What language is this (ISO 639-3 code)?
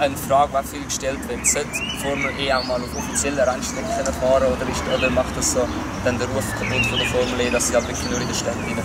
gsw